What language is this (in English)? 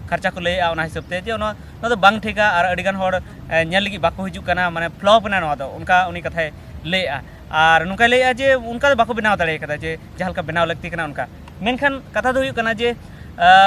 Santali